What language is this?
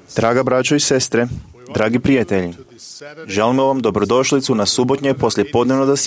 Croatian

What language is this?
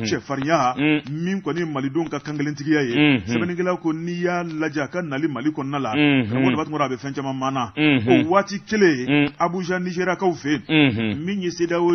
Bambara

